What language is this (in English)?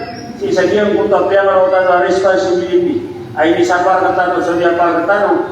Maranao